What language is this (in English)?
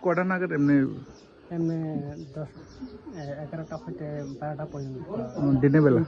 Kok Borok